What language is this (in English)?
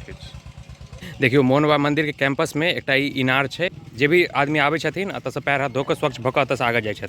Maithili